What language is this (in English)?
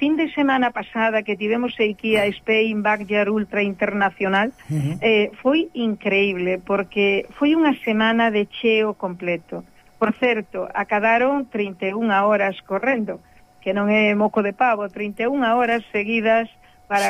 Galician